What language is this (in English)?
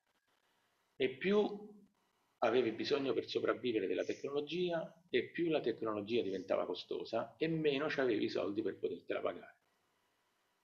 Italian